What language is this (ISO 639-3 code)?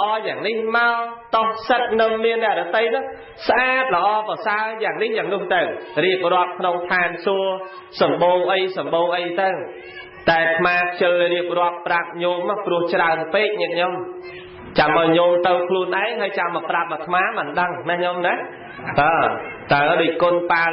khm